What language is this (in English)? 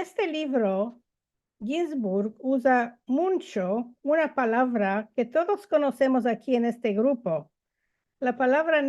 Ladino